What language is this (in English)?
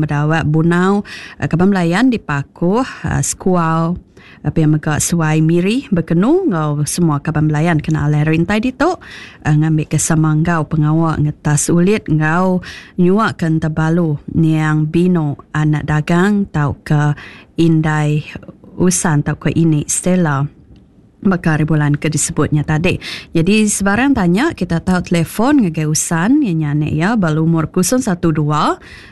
Iban